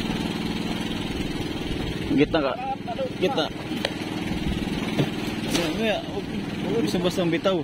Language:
Filipino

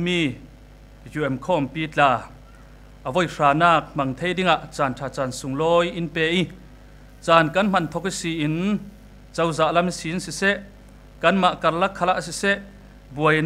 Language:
Falam Chin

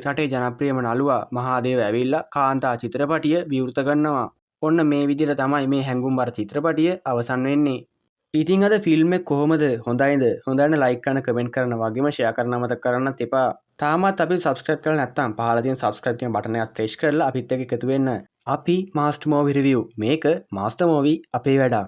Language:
Sinhala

